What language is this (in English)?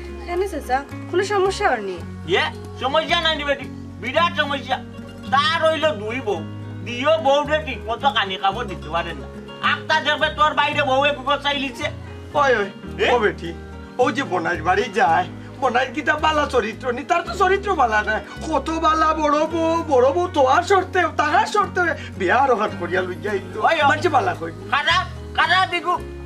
Sylheti